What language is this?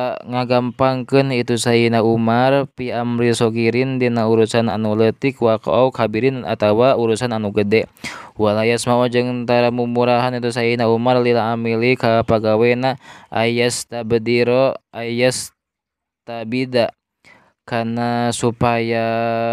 Sundanese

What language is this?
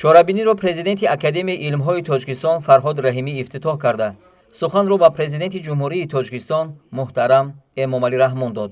Tajik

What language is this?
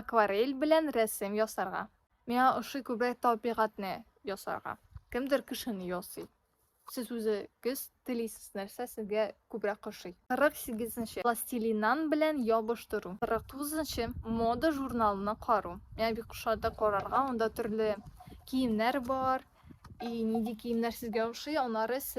Tatar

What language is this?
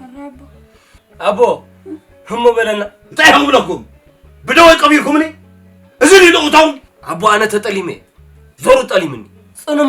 Tigrinya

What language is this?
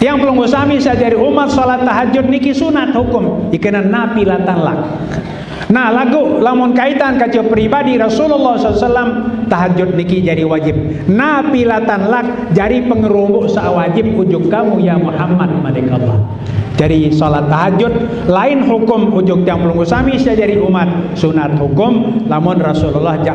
Sasak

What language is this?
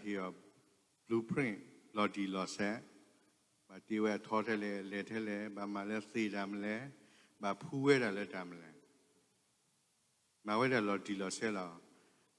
S'gaw Karen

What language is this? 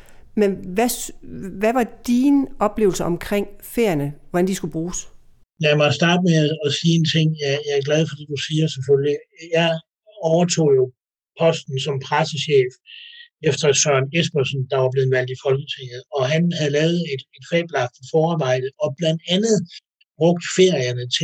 Danish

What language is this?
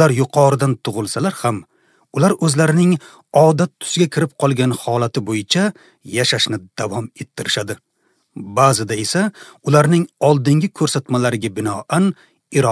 Uzbek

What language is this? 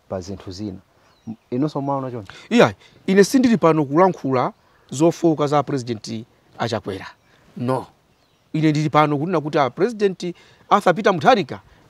Nyanja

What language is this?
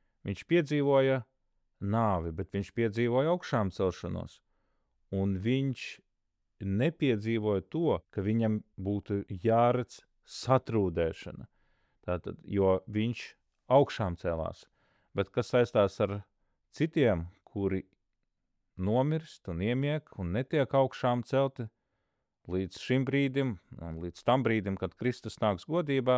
Latvian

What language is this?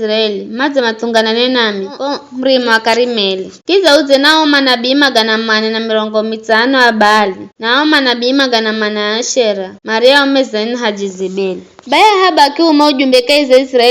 Giryama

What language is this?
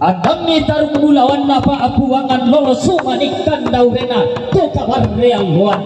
Toraja-Sa'dan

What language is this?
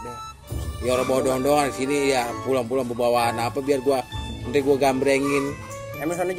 Betawi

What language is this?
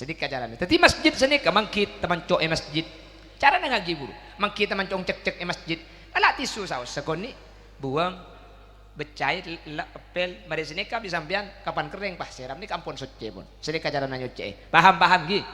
Madurese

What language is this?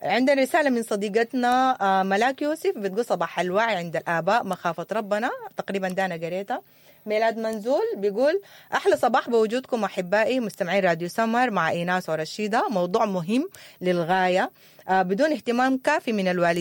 Sudanese Arabic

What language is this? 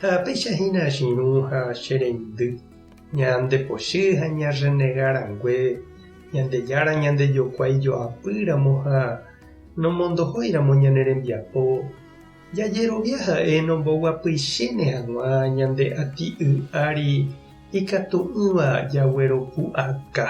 Guarani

